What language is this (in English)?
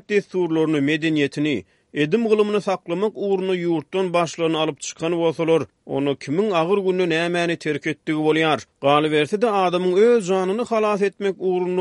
Turkmen